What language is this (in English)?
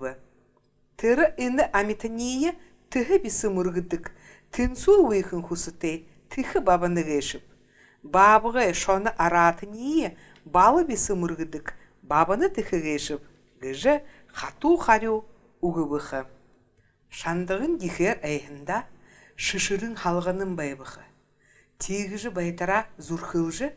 Buriat